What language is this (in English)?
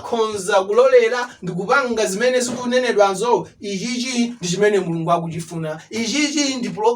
Nyanja